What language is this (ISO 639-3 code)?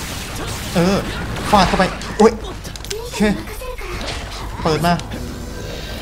tha